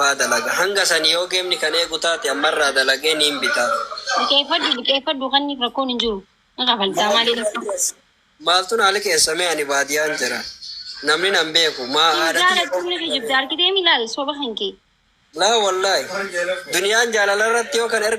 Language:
Oromo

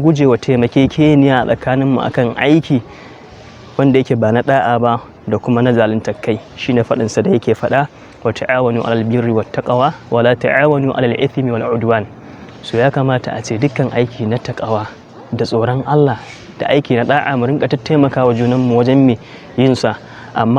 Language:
Hausa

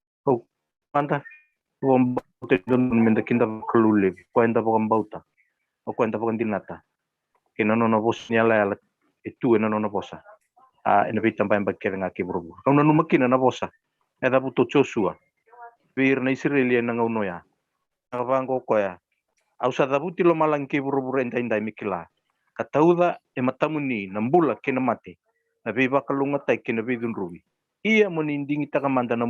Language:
Fijian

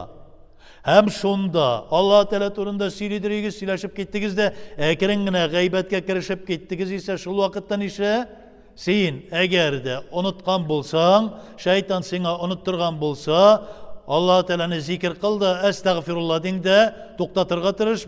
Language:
Tatar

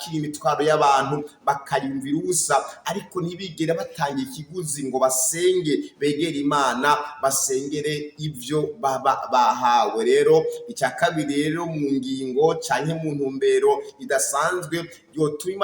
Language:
Rundi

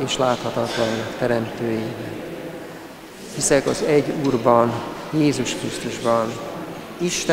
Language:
Hungarian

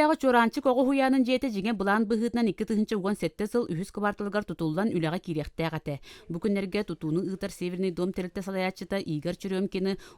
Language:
Yakut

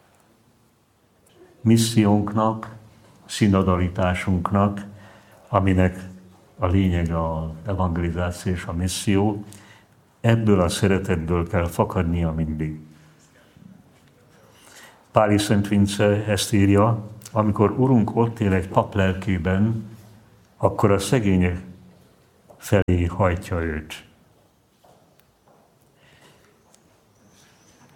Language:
Hungarian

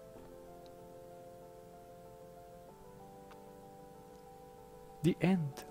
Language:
Bulgarian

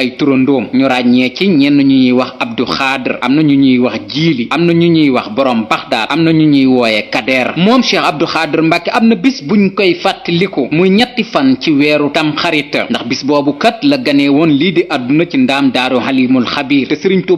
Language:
Wolof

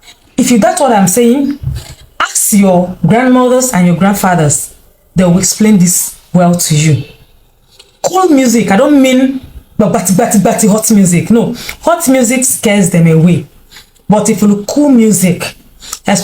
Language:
Igbo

